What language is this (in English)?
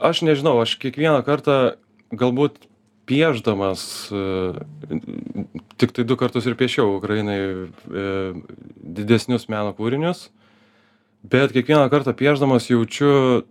Lithuanian